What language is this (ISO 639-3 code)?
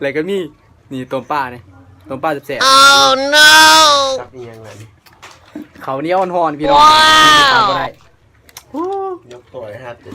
lao